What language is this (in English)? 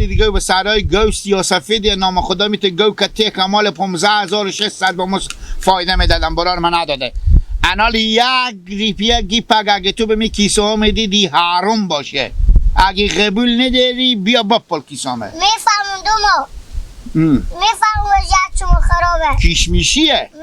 Hazaragi